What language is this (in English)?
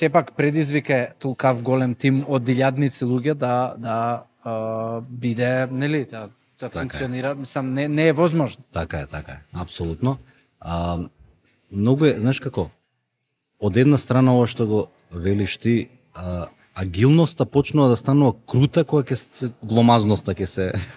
Macedonian